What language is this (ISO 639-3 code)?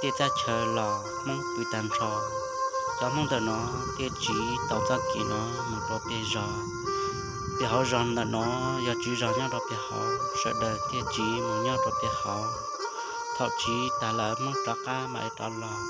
hmn